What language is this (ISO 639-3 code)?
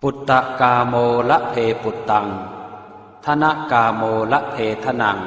pli